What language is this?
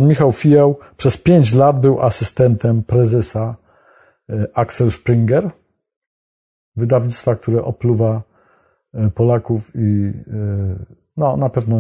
Polish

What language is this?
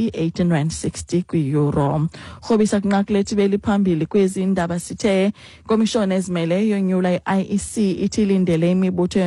Xhosa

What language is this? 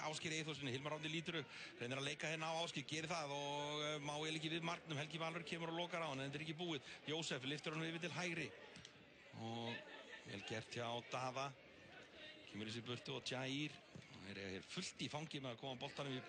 Icelandic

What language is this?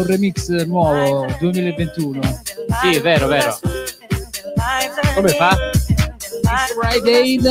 Italian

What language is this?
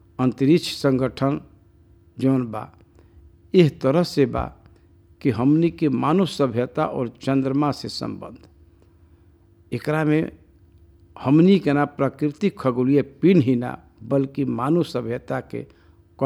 Bhojpuri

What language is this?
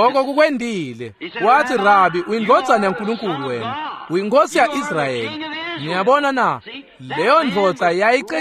Swati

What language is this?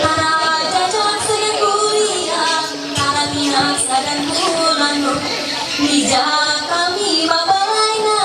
Ma'anyan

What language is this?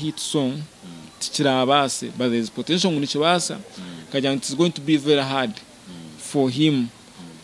Nyankole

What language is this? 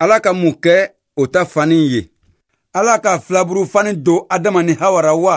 Bambara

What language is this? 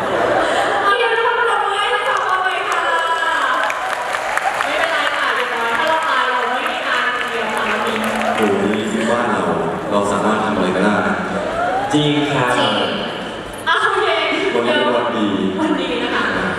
Thai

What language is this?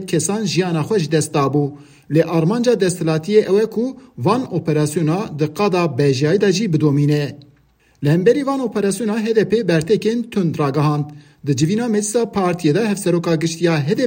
Kurdish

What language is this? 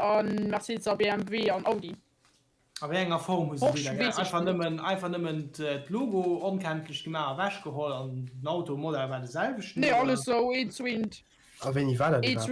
Luxembourgish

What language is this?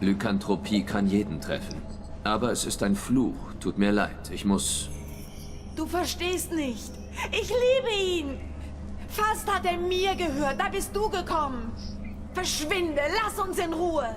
Swiss German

